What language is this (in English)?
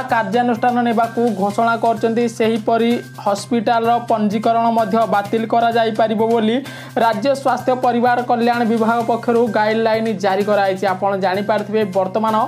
Odia